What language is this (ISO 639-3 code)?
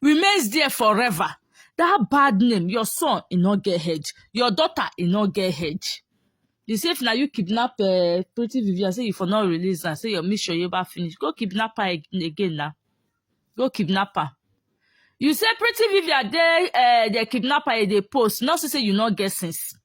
pcm